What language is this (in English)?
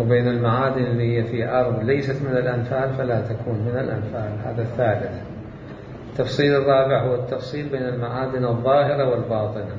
Mesopotamian Arabic